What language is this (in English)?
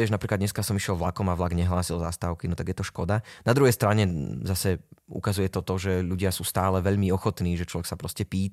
Slovak